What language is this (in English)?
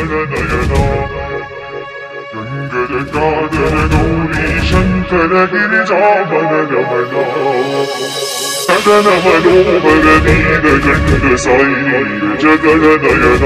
Kannada